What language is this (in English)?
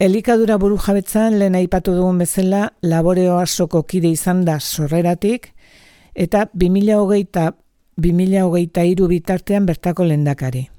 Basque